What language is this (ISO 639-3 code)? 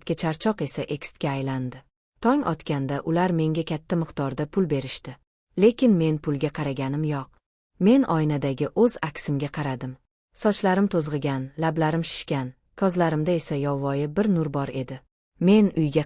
uzb